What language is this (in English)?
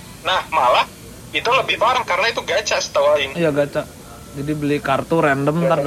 Indonesian